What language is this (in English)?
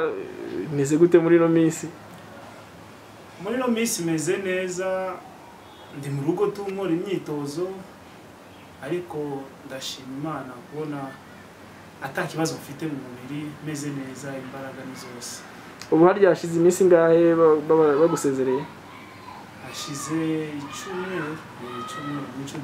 Kinyarwanda